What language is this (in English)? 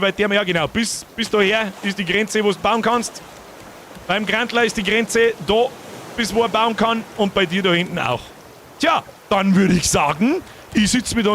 Bavarian